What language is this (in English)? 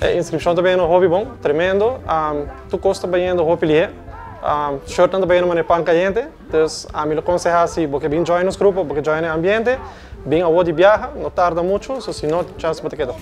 Papiamento